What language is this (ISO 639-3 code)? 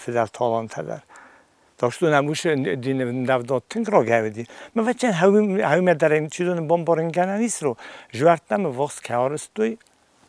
oss